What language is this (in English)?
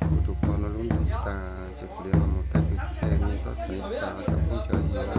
Hmong